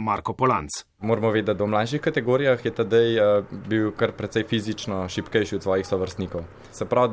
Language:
Slovenian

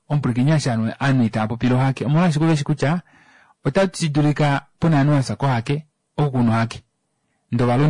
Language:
Kuanyama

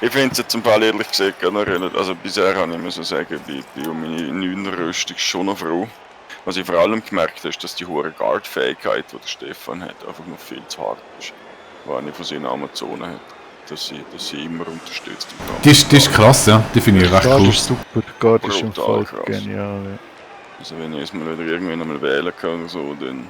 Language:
Swiss German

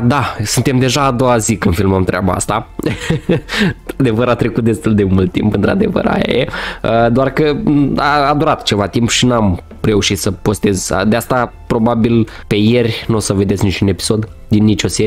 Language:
Romanian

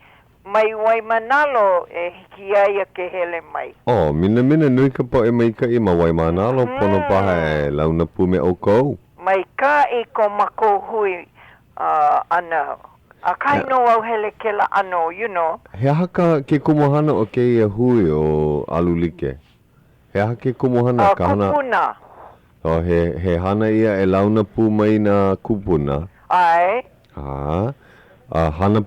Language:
Hawaiian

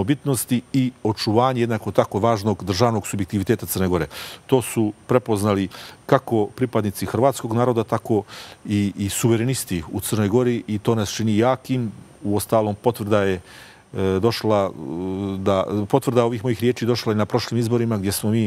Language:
Serbian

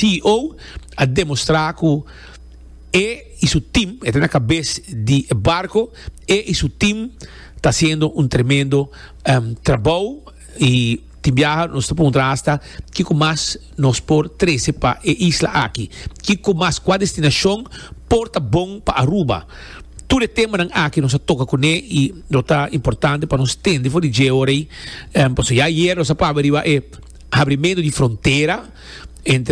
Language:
Papiamento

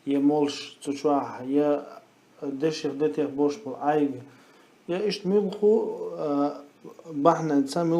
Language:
Chechen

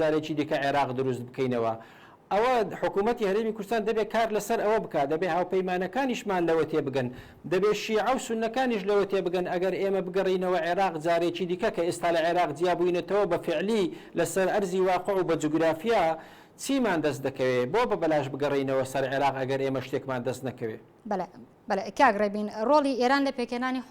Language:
Central Kurdish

